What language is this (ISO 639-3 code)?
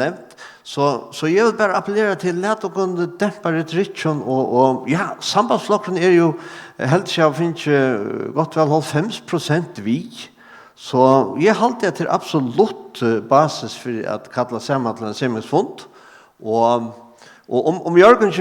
fao